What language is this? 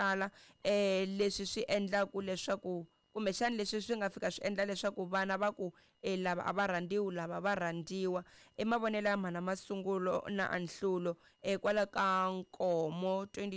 Tsonga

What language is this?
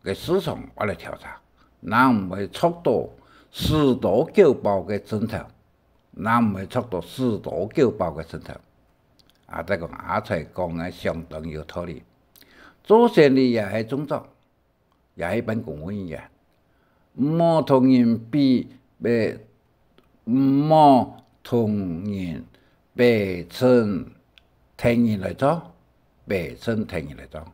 Hakka Chinese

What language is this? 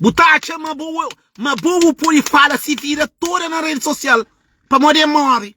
Kabuverdianu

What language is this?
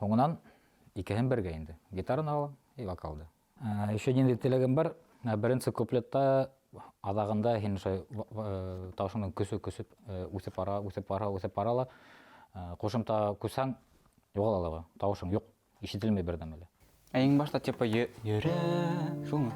Bashkir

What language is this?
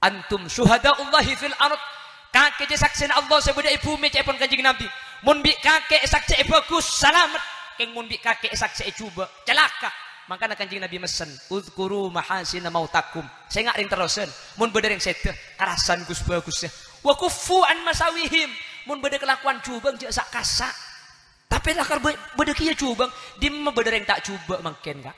Madurese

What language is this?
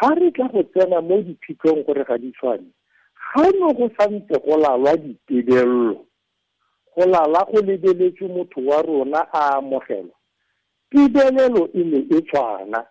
Tswana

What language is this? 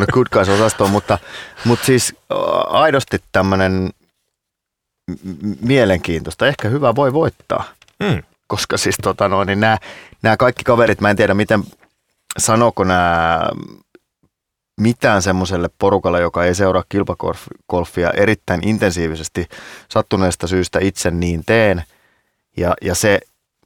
Finnish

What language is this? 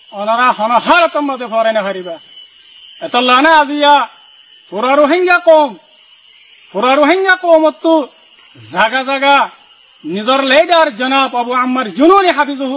Rohingya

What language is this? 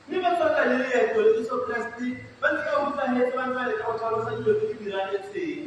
Tswana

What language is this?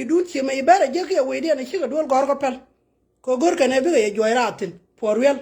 Nuer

